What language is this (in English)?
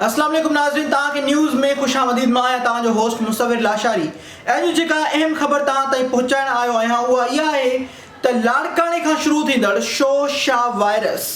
Sindhi